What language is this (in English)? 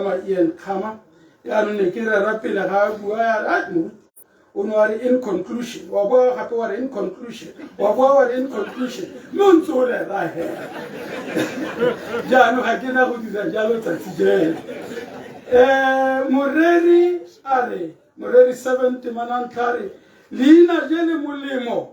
Tswana